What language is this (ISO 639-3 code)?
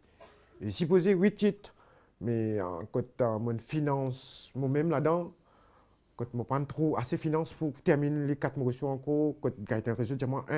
mfe